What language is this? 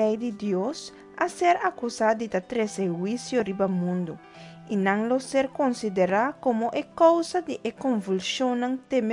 Papiamento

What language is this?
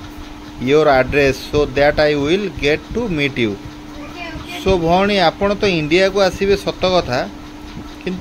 Odia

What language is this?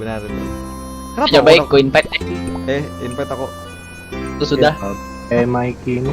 Banjar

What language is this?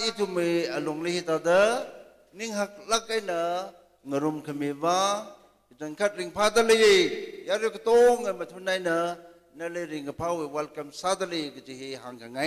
Tangkhul Naga (India)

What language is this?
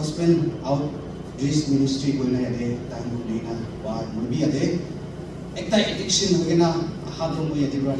Naga Pidgin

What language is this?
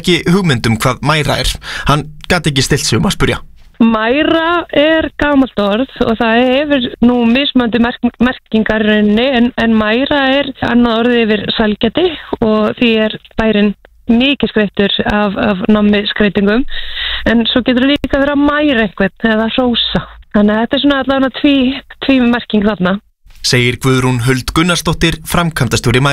Icelandic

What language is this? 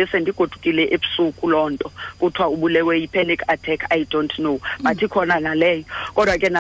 Xhosa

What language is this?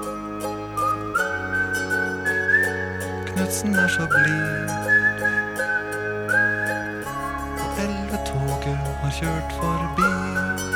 Norwegian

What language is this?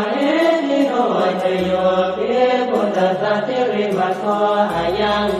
Pali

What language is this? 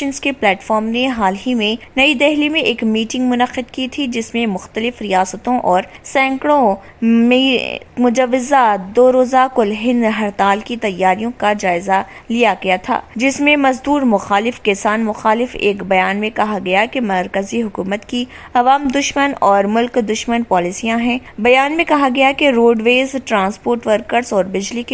Urdu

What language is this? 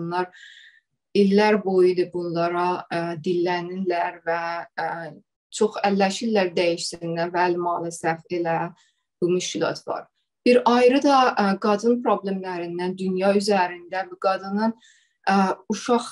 South Azerbaijani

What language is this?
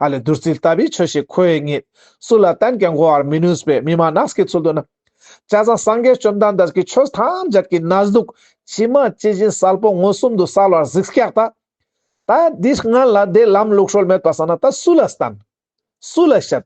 Ladakhi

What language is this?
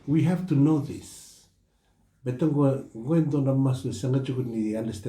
Fijian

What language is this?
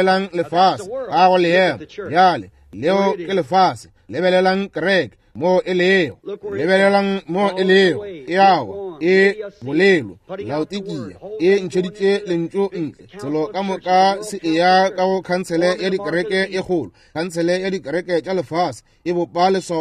Northern Sotho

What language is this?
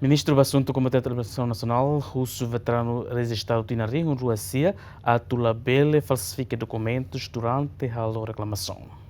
Tetum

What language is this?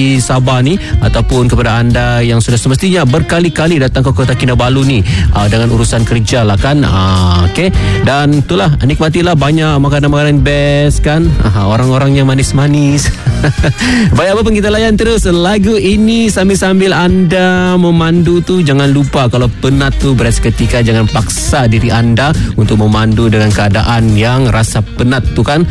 Malay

